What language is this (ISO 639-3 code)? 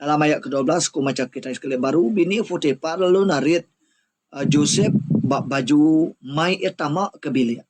iba